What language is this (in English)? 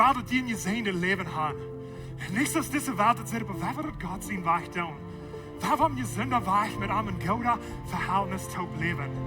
Plautdietsch